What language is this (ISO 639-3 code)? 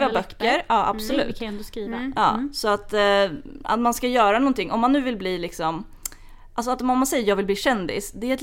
swe